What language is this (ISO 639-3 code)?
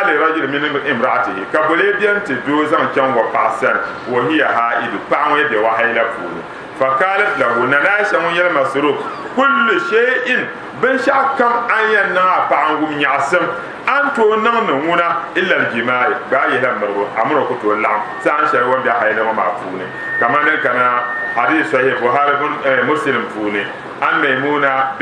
dag